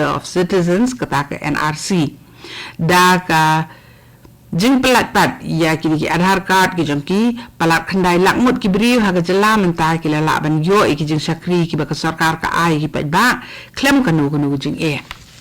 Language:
Khasi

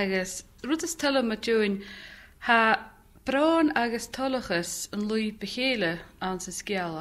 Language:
Scottish Gaelic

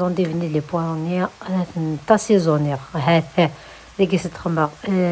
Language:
Kabyle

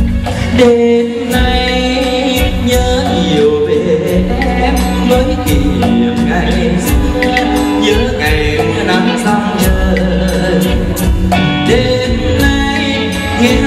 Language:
Vietnamese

